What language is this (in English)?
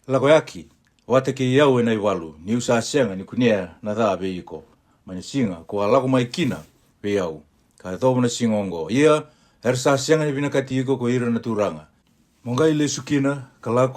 Fijian